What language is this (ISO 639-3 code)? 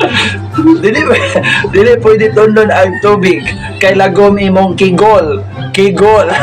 ceb